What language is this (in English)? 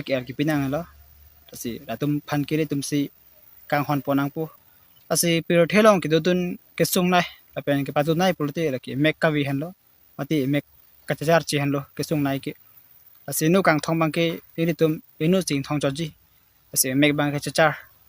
Karbi